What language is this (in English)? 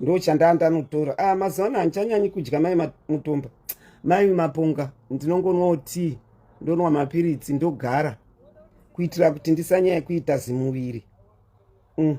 Shona